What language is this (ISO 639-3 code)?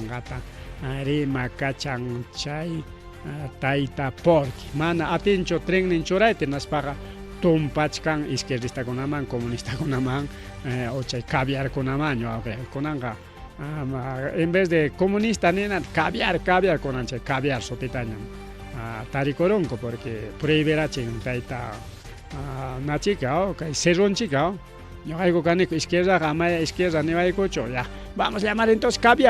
quy